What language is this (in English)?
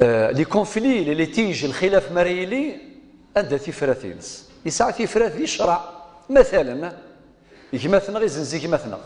Kabyle